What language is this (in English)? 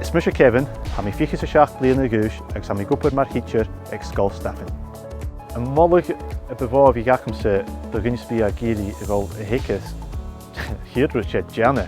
Scottish Gaelic